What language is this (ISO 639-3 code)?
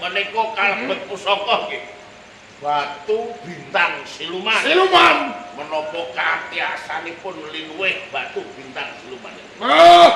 jav